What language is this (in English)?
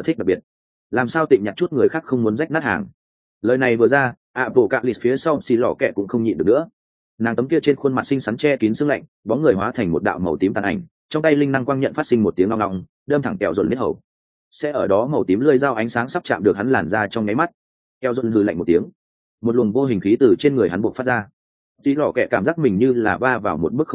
Vietnamese